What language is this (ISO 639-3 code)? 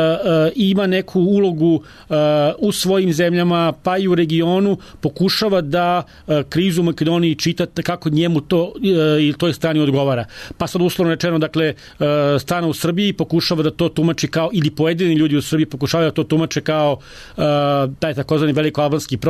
srp